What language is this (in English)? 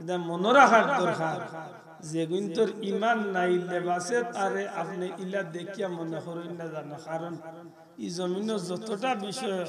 Sylheti